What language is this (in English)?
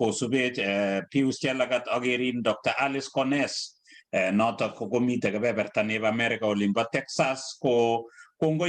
Kalenjin